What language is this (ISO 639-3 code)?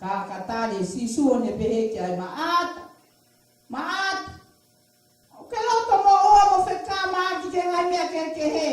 ton